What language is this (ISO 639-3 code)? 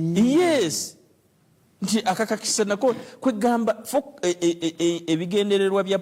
lug